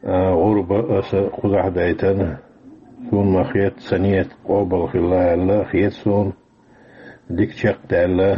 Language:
Chechen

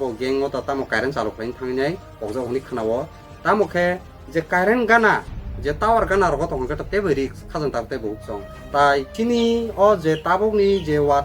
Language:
Kok Borok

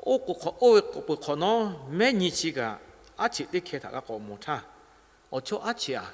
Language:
Lahu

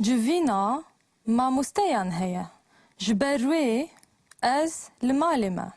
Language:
Kurdish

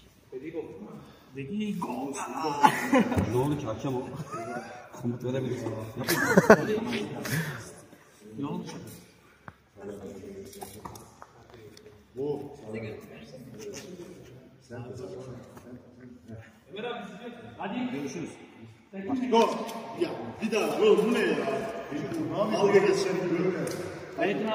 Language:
Turkish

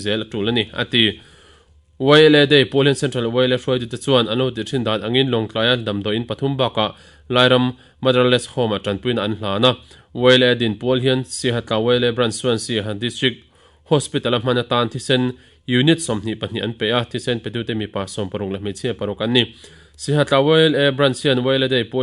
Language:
Mizo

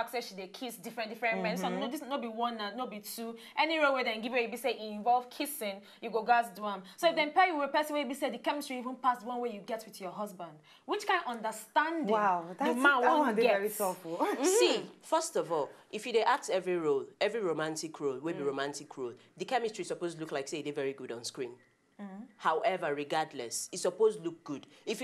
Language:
Nigerian Pidgin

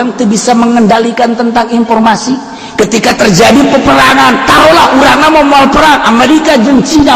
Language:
Sundanese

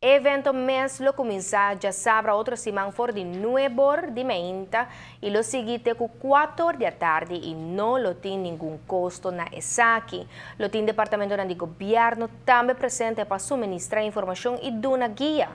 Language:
Papiamento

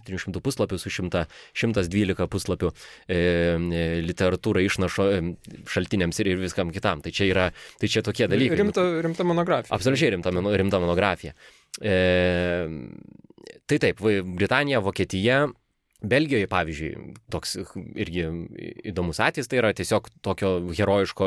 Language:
Lithuanian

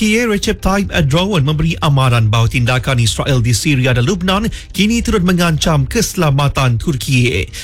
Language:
Malay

